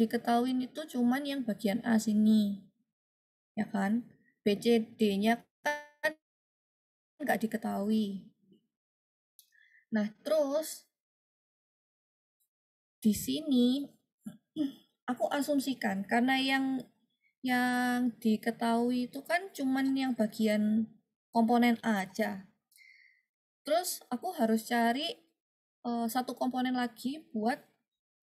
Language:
Indonesian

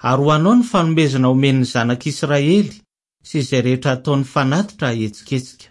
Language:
Malagasy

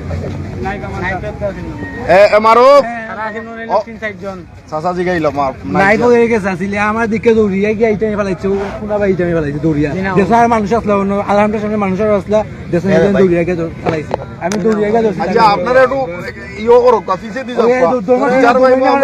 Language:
Sylheti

